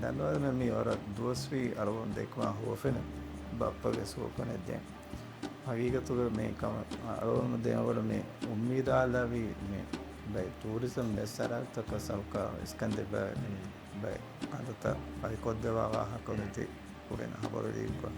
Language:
Divehi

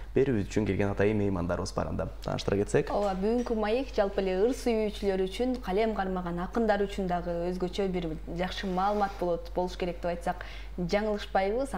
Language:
Kyrgyz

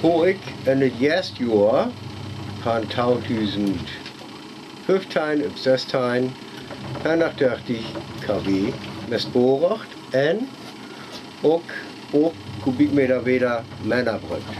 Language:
Northern Frisian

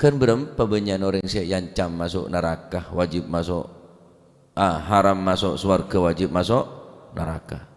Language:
Madurese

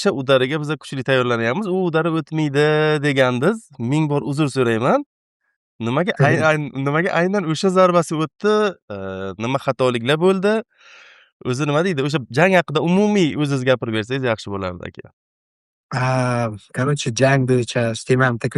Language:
Uzbek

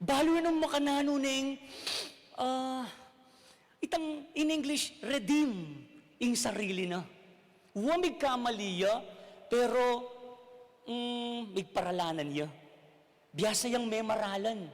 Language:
Pampanga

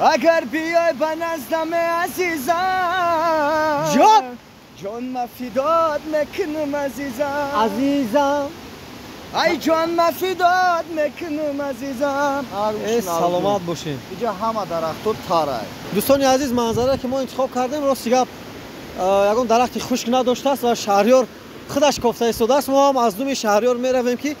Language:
Tajik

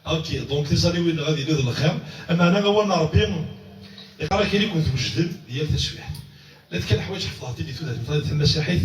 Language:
Kabyle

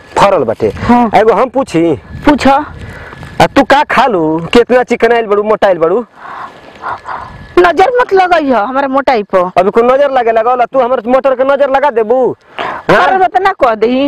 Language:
Bhojpuri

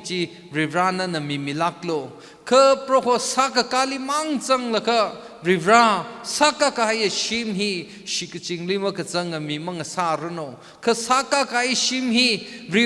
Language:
Tangkhul Naga (India)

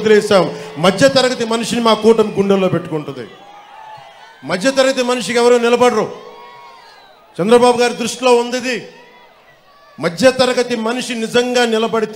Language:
Telugu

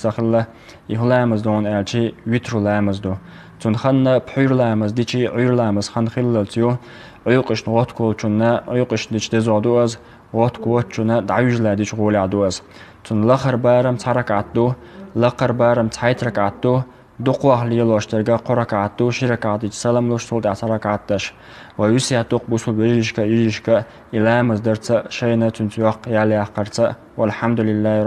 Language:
Chechen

